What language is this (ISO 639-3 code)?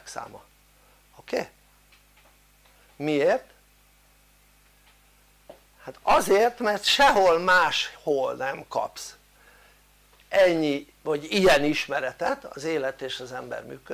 hun